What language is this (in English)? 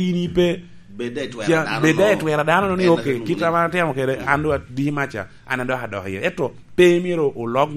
Lango (Uganda)